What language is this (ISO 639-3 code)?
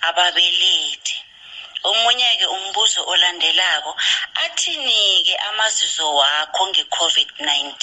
nbl